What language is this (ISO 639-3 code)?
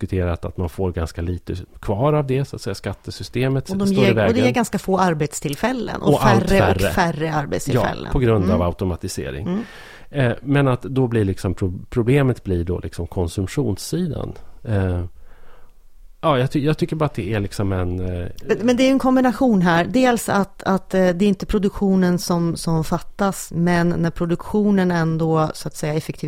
swe